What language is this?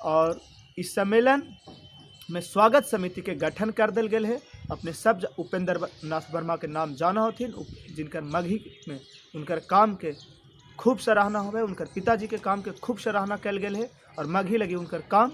Magahi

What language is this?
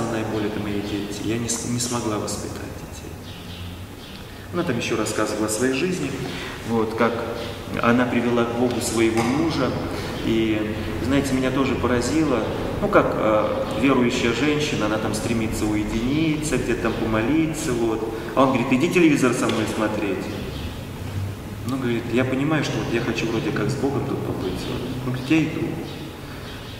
Russian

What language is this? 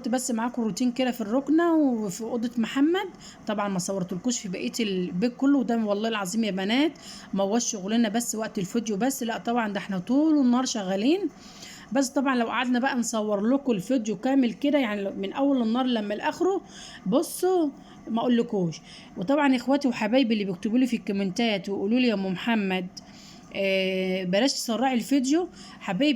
Egyptian Arabic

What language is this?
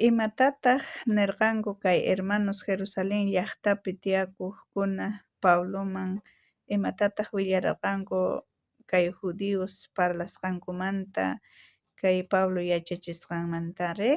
South Bolivian Quechua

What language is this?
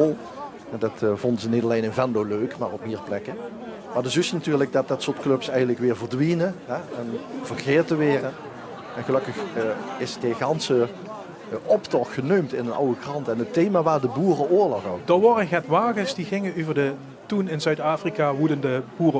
Limburgish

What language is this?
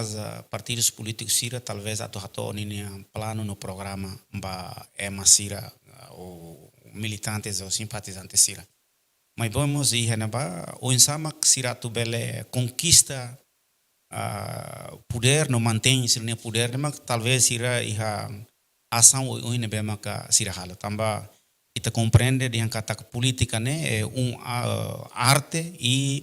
Tetum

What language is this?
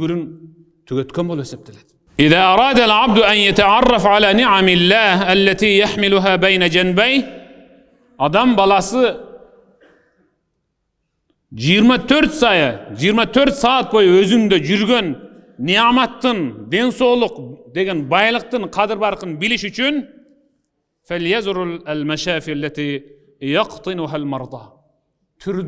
Kyrgyz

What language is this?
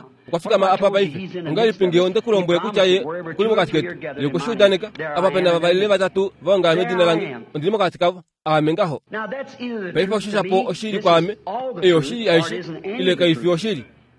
Kuanyama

